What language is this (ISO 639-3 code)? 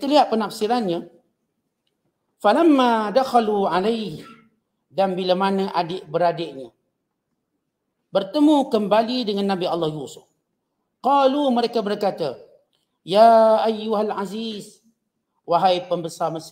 msa